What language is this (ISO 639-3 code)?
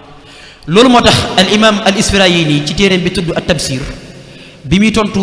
wol